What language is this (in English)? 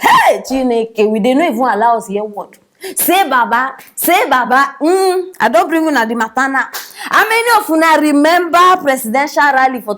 Nigerian Pidgin